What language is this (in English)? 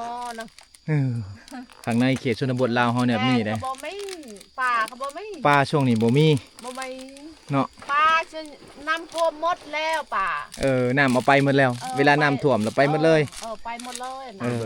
Lao